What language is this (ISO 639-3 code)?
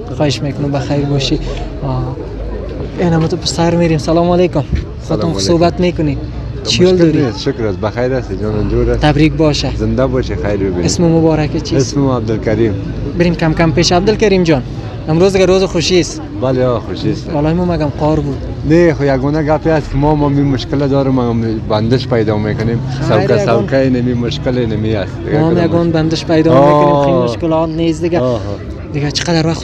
fas